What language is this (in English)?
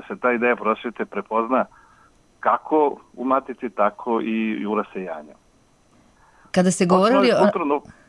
Serbian